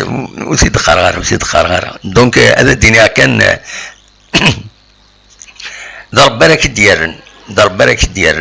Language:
Kabyle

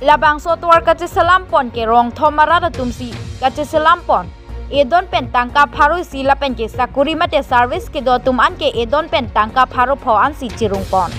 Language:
Karbi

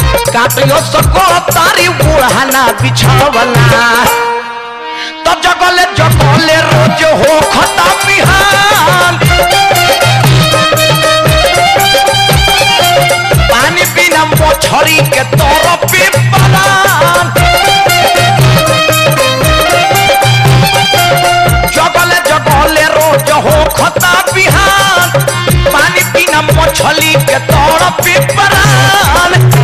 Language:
Bhojpuri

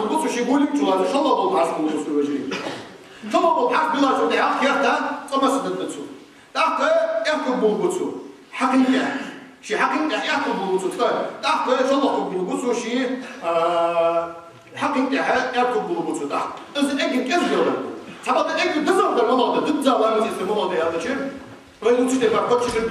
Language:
Ingush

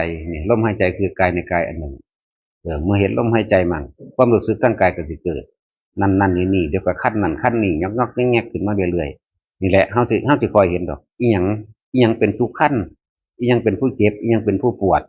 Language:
Northeastern Thai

